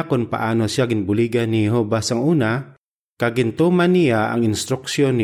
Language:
Hiligaynon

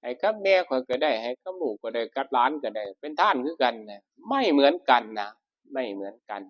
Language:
Northeastern Thai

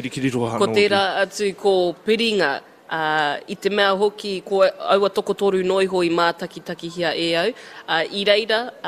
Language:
Māori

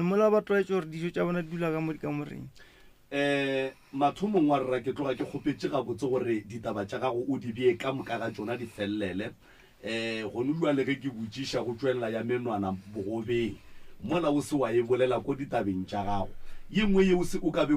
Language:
Northern Sotho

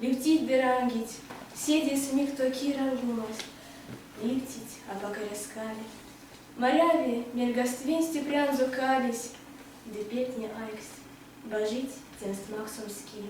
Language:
Erzya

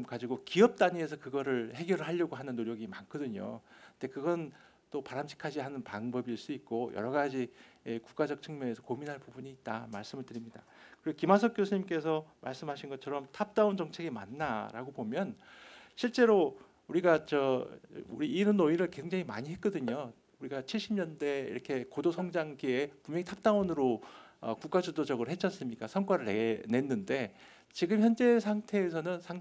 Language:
Korean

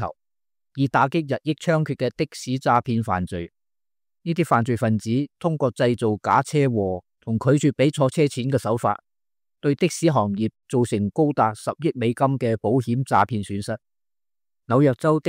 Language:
Cantonese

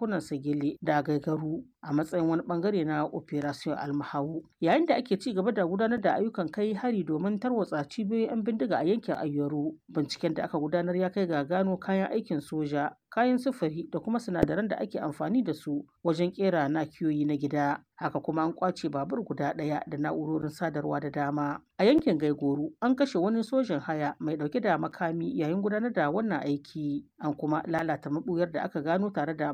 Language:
Hausa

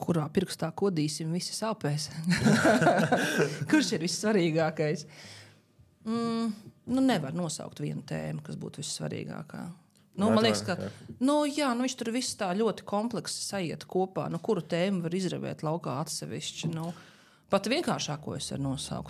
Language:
Latvian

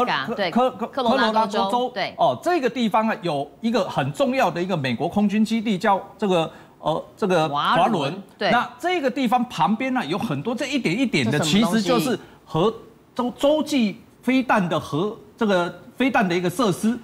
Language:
Chinese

